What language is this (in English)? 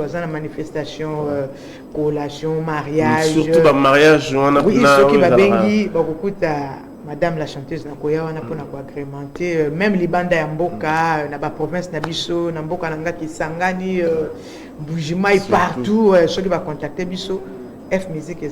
Lingala